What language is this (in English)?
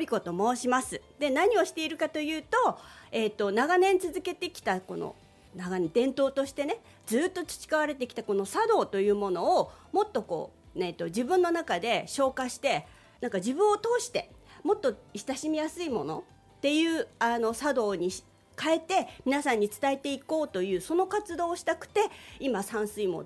Japanese